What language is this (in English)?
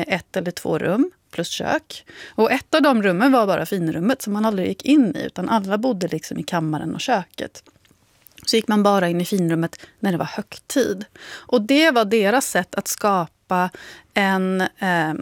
Swedish